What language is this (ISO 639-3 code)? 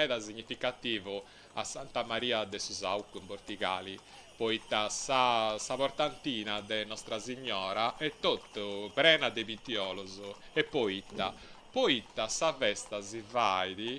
srd